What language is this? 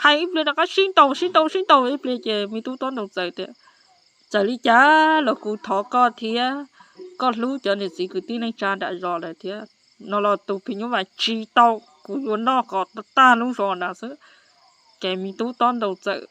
Hmong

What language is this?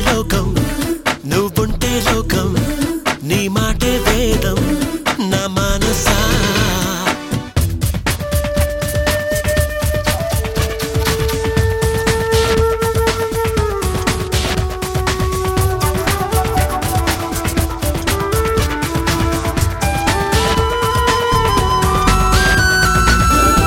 Telugu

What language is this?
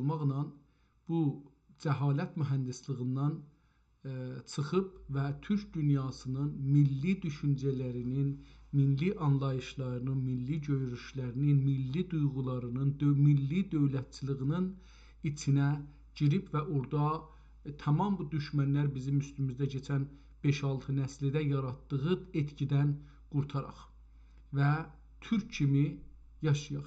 South Azerbaijani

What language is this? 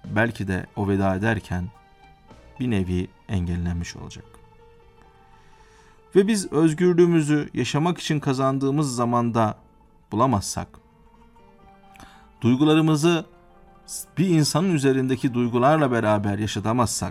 Turkish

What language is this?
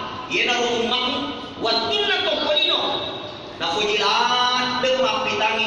Buginese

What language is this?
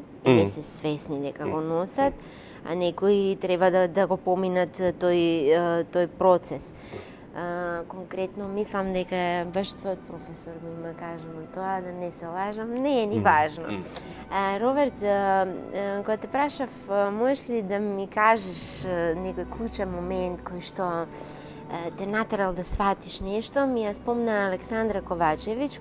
Macedonian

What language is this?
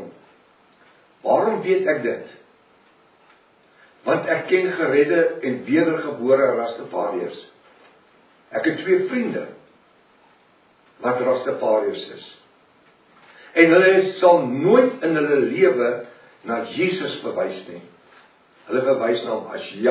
Afrikaans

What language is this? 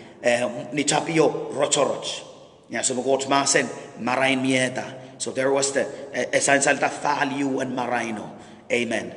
Pohnpeian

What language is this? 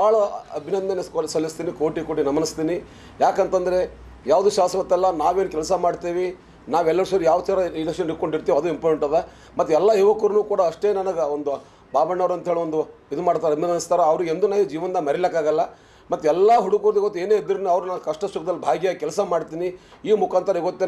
Kannada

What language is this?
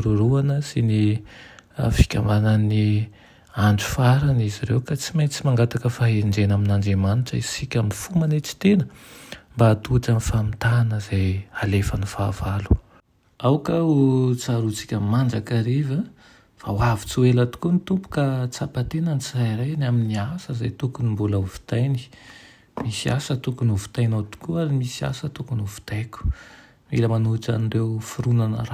Malagasy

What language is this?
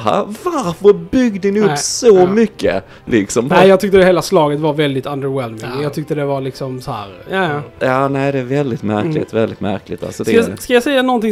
Swedish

